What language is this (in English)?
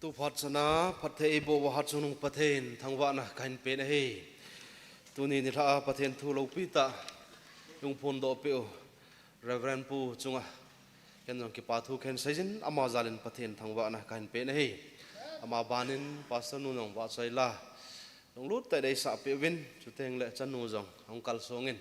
Thado Chin